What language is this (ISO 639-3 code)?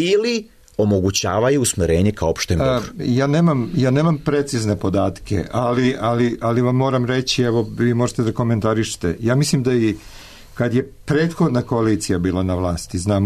srp